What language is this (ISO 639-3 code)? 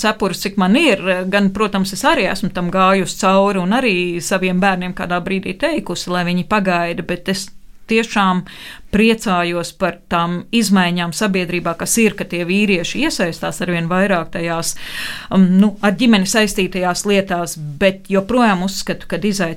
lav